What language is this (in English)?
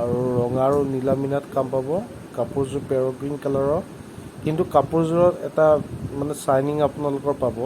Assamese